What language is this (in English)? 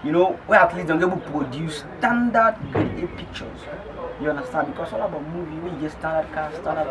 Krio